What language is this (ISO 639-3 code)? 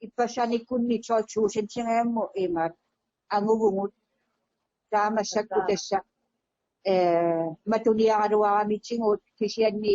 kal